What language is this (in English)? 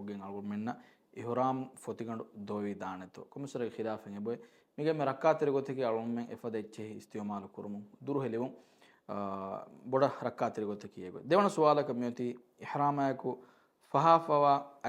Divehi